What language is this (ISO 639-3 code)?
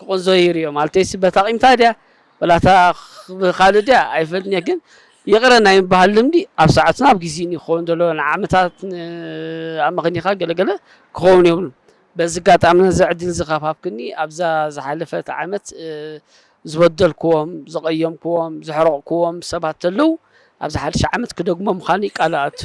tir